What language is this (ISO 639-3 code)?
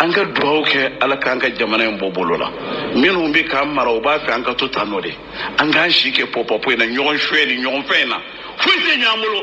bam